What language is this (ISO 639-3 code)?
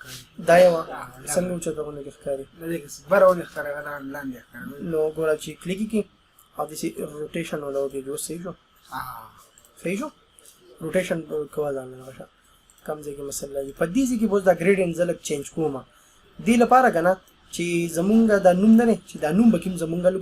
pus